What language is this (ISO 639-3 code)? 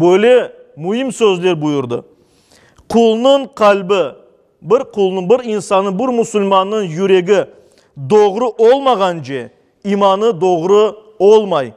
crh